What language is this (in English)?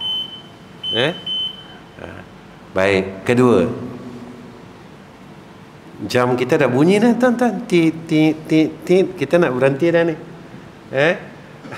Malay